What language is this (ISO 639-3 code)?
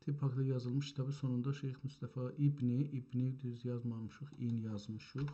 azb